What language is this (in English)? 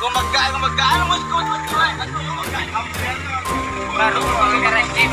Minangkabau